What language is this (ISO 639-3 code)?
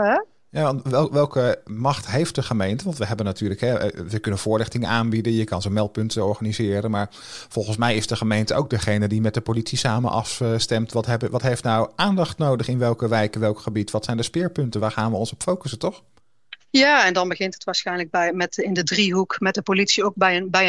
nld